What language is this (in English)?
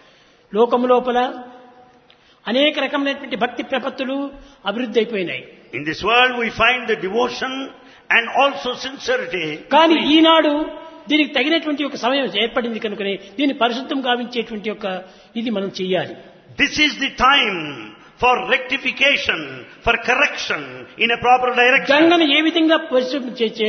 Telugu